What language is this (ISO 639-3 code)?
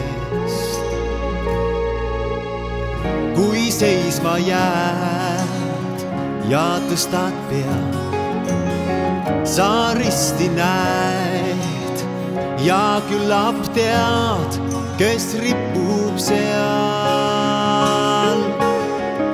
est